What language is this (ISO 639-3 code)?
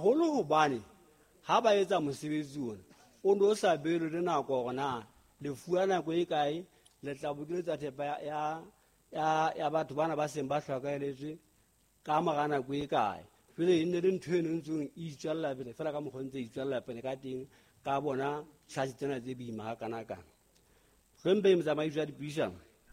sot